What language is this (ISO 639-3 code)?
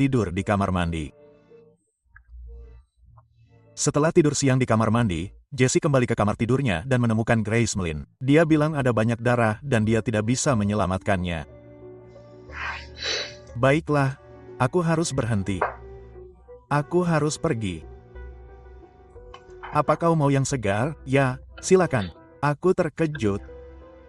ind